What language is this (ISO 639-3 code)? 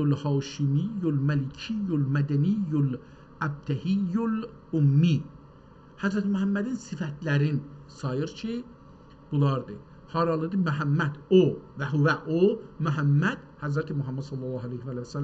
azb